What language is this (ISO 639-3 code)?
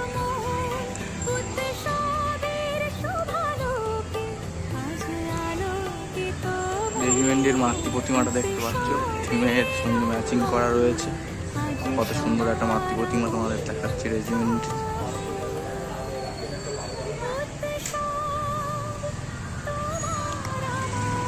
ben